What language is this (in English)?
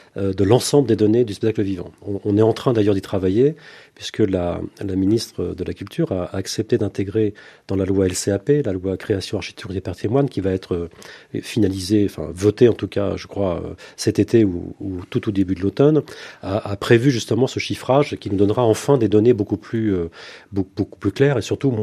French